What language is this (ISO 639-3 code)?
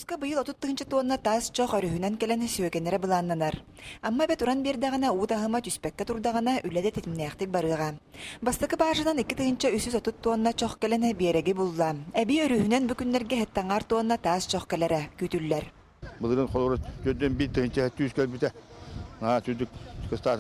sah